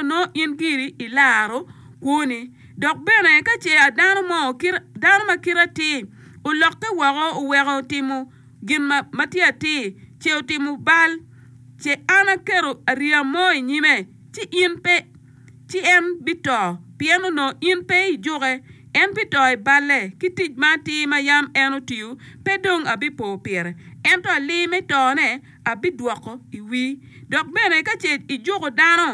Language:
Acoli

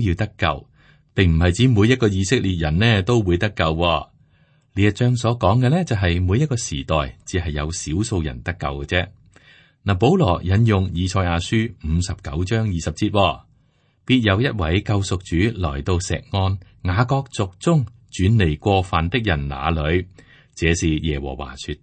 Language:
Cantonese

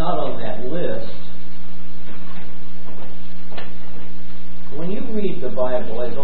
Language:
English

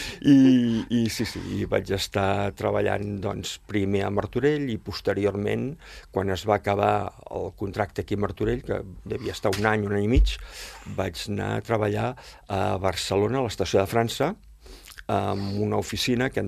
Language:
Catalan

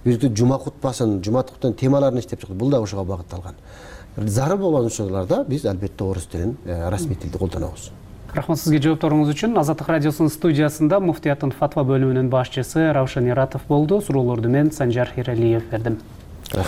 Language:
Kyrgyz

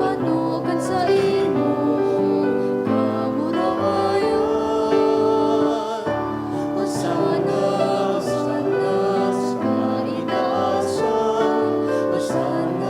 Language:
Bikol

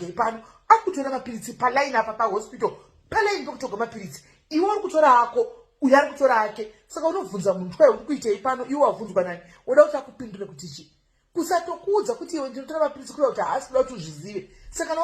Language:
Shona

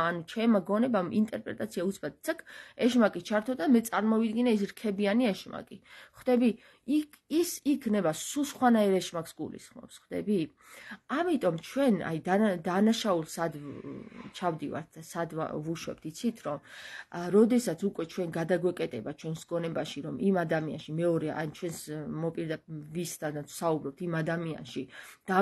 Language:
Georgian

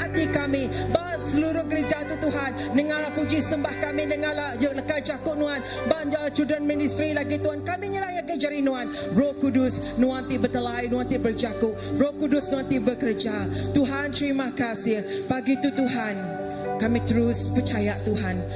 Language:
Iban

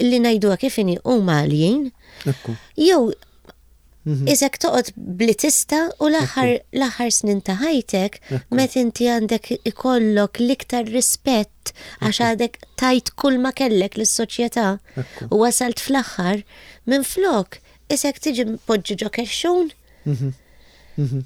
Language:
Maltese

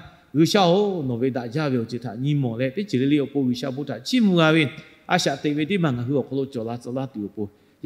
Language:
Lahu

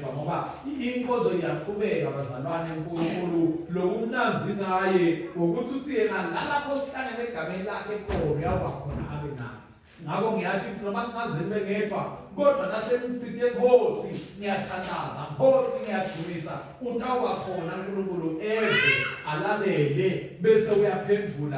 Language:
Swati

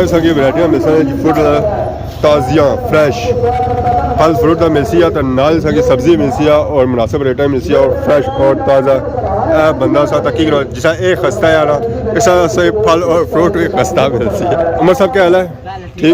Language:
Pahari-Potwari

